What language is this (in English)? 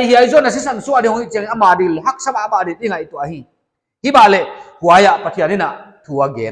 Paite Chin